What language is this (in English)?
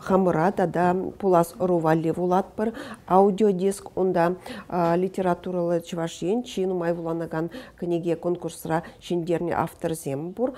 Chuvash